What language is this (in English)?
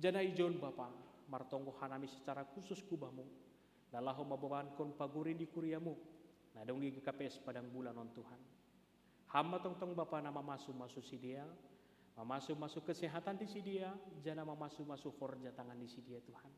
Batak Simalungun